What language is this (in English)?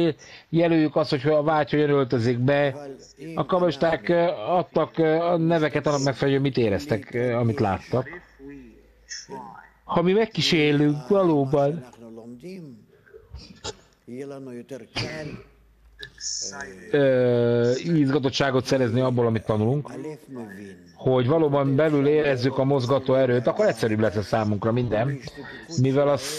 Hungarian